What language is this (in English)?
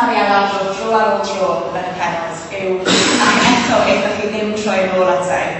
Welsh